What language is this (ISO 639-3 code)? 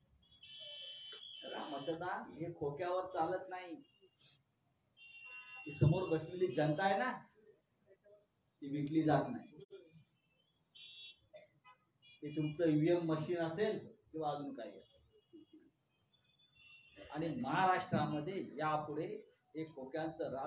mar